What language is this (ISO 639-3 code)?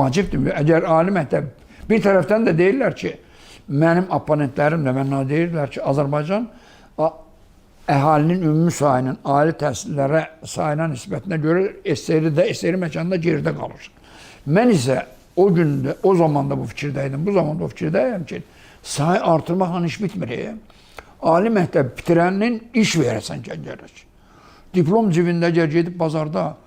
aze